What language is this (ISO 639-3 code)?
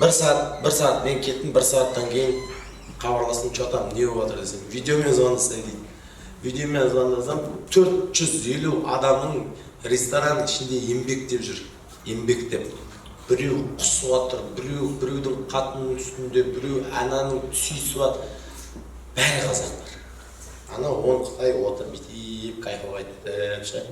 kaz